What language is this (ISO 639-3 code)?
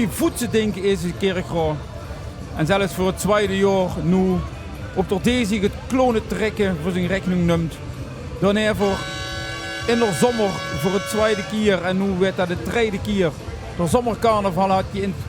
lim